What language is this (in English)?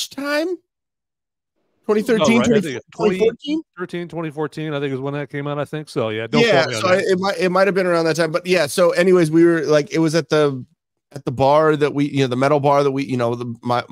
English